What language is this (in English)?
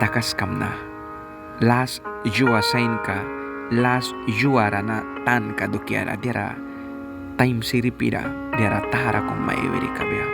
Mískito